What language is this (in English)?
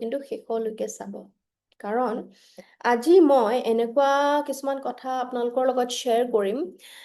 Assamese